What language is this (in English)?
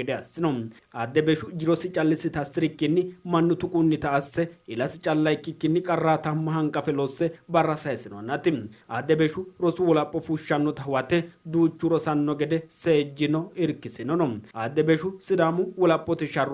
Sidamo